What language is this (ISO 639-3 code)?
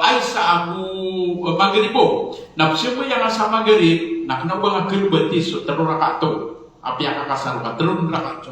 mrw